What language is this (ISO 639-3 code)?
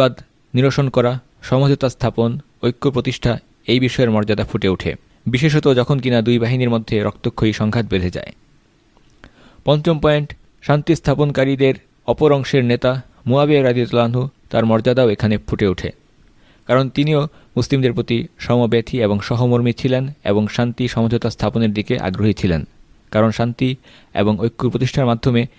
ben